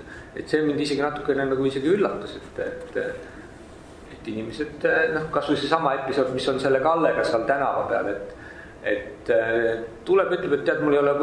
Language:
Estonian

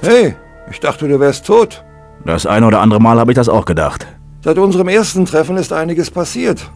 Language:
Bavarian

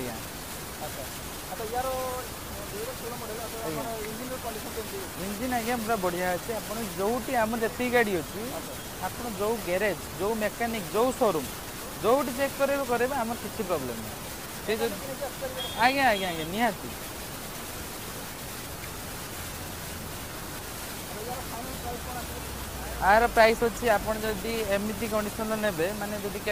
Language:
Odia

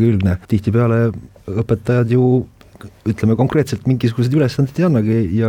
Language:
Estonian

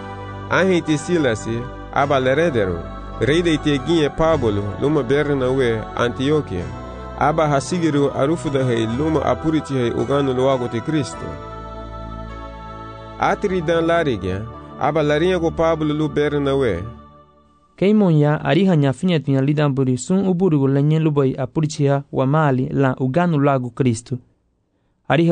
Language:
Garifuna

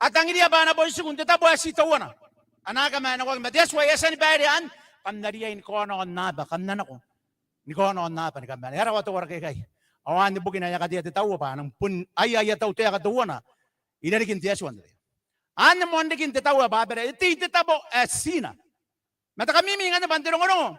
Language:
Gilbertese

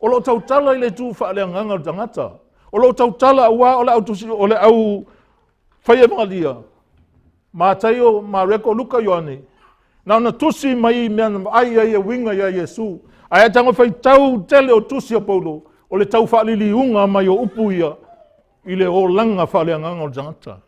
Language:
Samoan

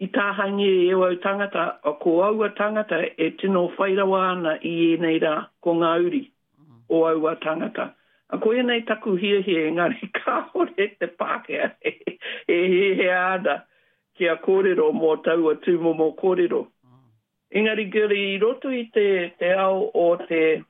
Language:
Māori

